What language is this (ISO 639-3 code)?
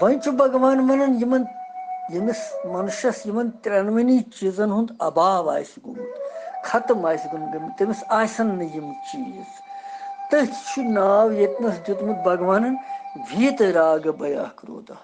kas